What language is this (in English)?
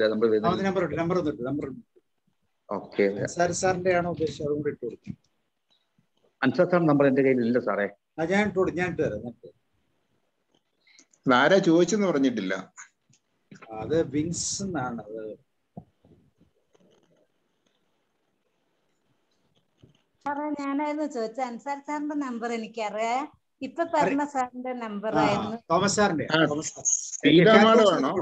Malayalam